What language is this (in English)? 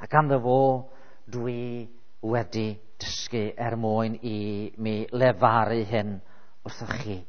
Welsh